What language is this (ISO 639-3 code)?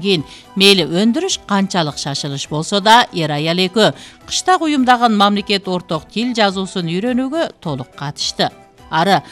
kir